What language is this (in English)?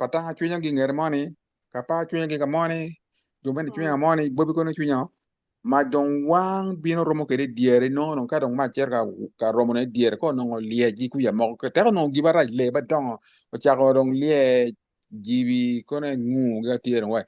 Acoli